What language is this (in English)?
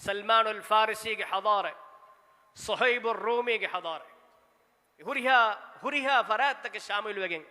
Divehi